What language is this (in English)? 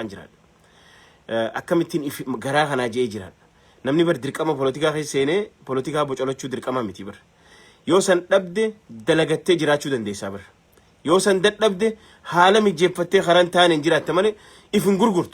Oromo